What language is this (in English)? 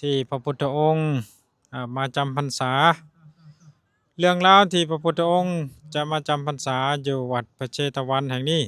Lao